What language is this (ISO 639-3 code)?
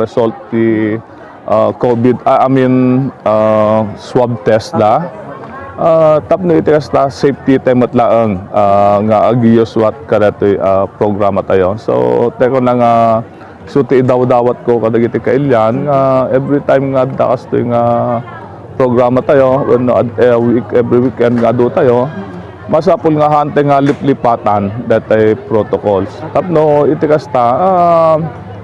ilo